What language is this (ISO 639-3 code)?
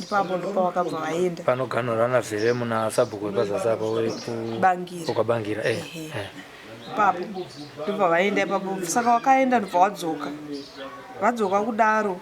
sna